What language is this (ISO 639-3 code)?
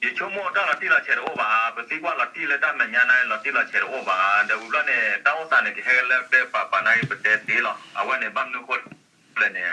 ksw